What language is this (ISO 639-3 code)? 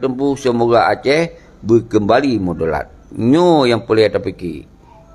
ace